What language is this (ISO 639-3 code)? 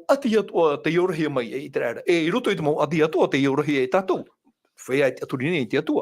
tah